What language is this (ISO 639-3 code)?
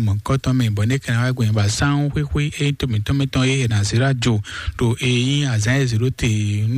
fon